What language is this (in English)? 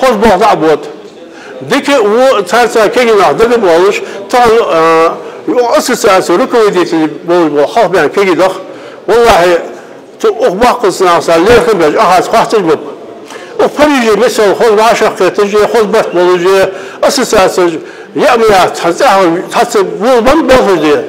Ingush